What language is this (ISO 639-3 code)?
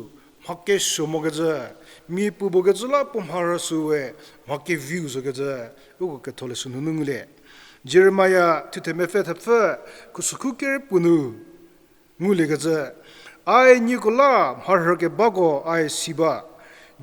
njm